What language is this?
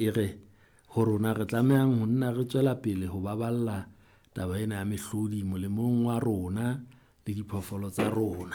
Southern Sotho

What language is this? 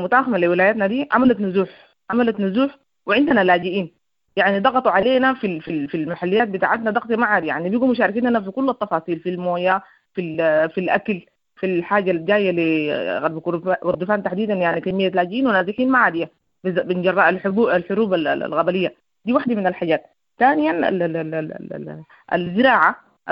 Sudanese Arabic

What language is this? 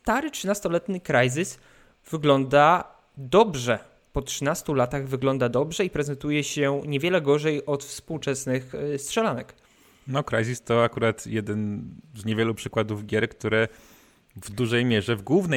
Polish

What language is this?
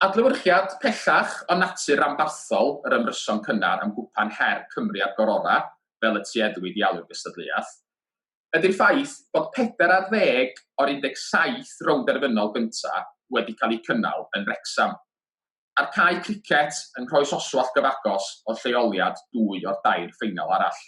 Welsh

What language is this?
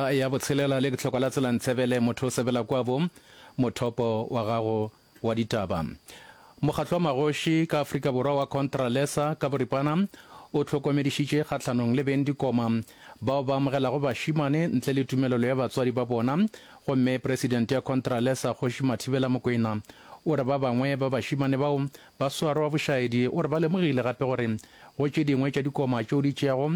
Northern Sotho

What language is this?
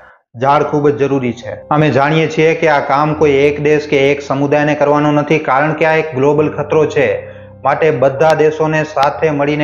Gujarati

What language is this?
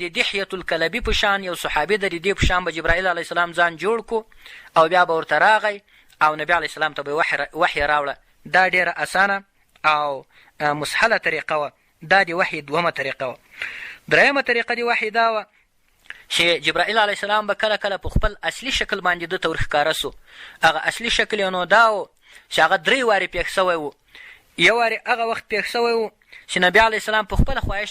Pashto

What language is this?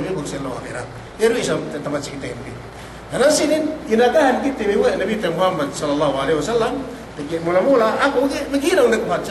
Yakan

